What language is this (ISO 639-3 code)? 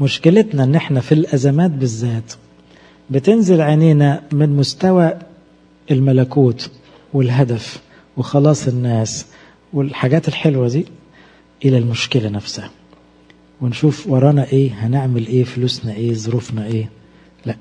arz